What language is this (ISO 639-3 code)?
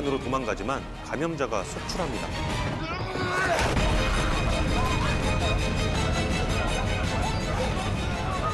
kor